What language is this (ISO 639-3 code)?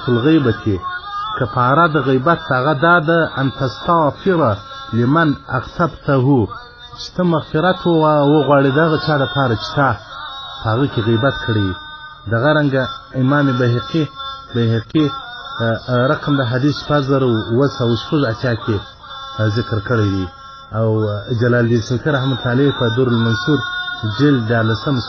pus